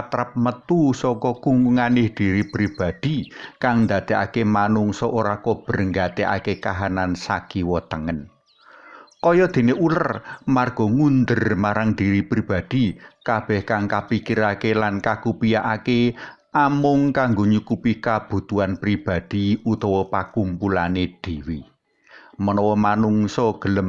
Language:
Javanese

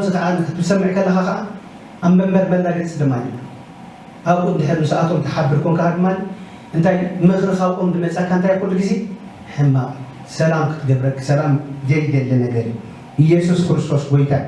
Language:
Tigrinya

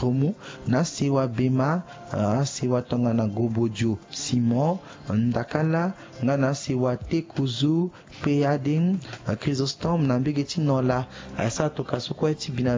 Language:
Sango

